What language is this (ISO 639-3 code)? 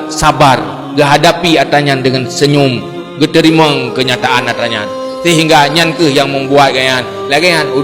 ace